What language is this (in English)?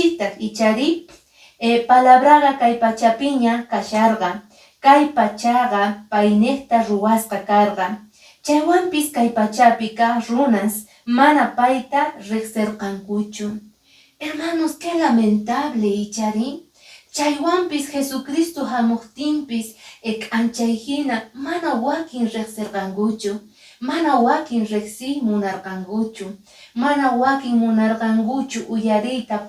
Quechua